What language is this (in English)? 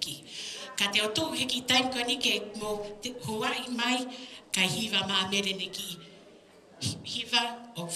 Tongan